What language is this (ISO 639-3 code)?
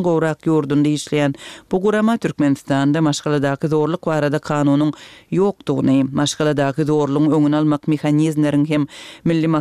tuk